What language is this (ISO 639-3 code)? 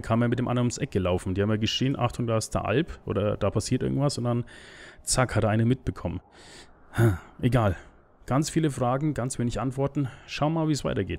deu